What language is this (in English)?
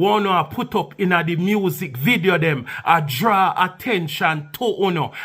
Jamaican Creole English